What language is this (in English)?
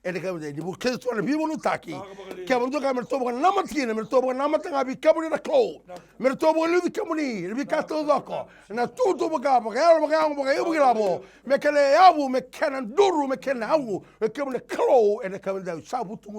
Fijian